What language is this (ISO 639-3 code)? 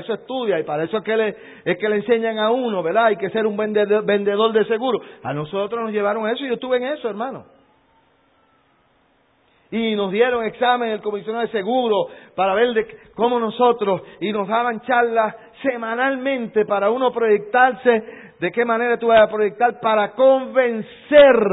spa